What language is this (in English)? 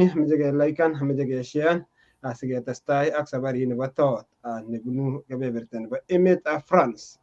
Kalenjin